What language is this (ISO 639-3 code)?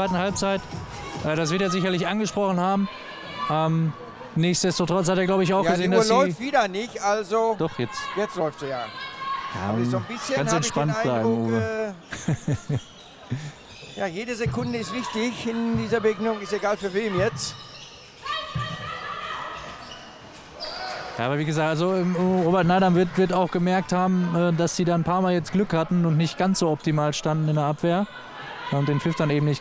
deu